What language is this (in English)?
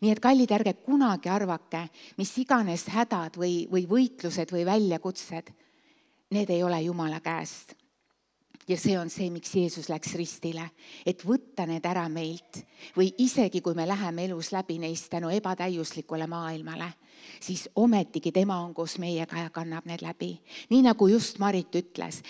Estonian